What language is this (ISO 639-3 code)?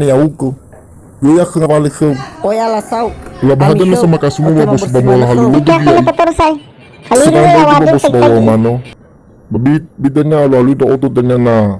nia